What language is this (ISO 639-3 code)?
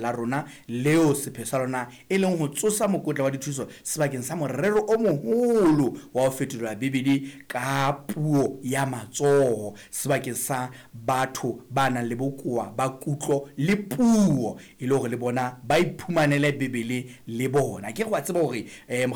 sot